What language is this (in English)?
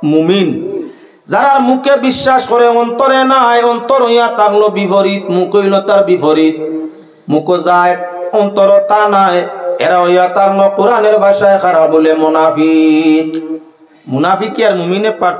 Sylheti